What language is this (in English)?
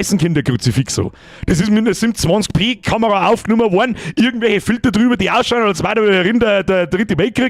Bavarian